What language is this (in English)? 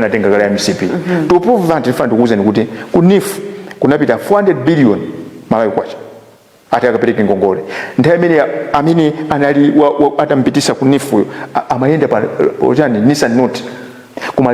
Nyanja